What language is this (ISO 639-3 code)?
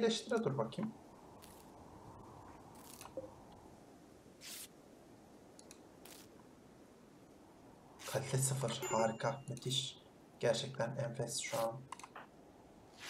tur